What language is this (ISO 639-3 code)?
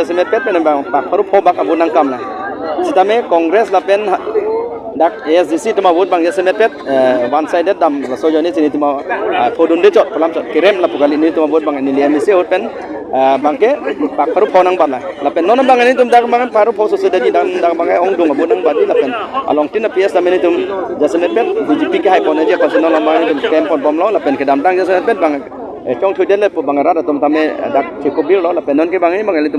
mjw